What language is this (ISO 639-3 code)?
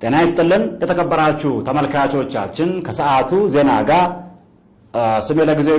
amh